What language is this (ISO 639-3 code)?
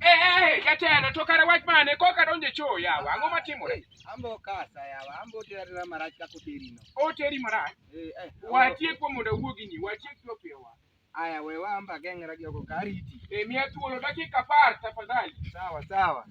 luo